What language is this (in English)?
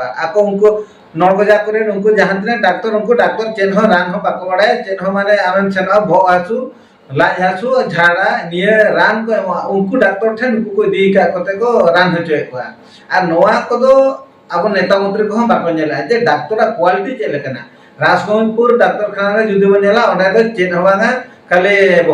Santali